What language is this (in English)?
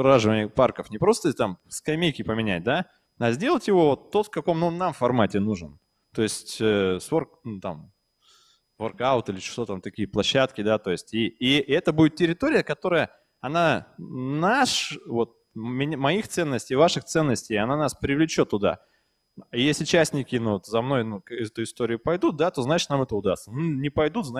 Russian